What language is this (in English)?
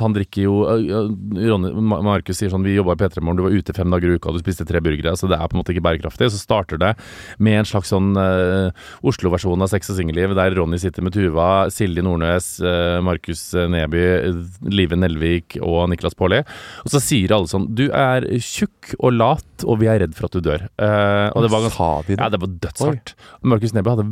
Norwegian